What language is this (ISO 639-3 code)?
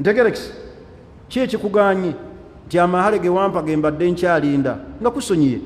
lug